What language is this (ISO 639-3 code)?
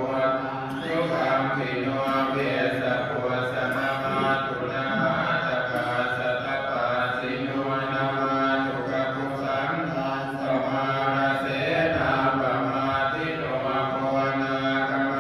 pli